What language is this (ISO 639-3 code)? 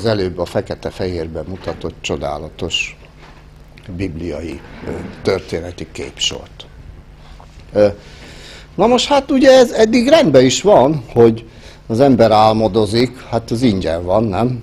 hun